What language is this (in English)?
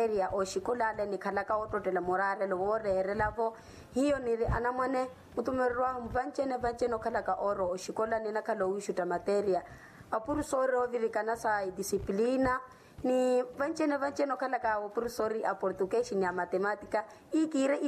Makhuwa